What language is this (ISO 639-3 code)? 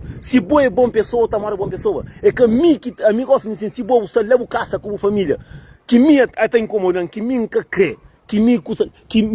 kea